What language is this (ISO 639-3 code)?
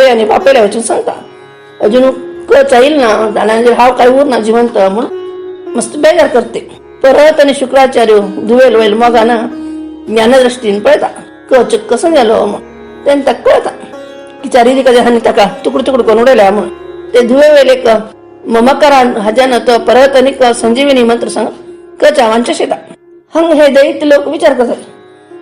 kok